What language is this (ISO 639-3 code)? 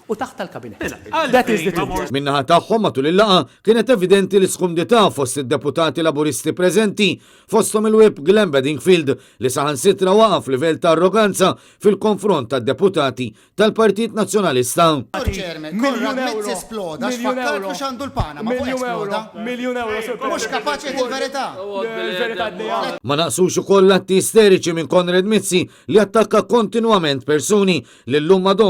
mlt